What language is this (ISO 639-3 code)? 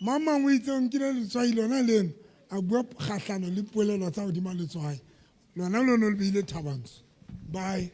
sot